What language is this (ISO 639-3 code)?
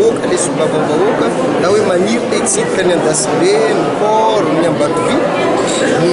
mlg